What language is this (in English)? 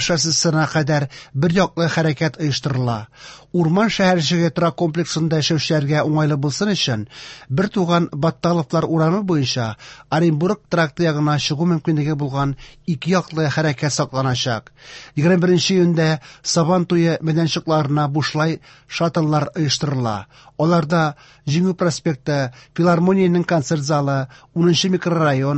Tatar